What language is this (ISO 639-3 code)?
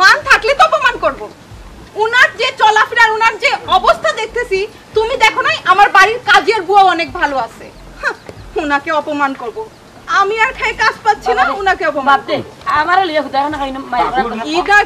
syl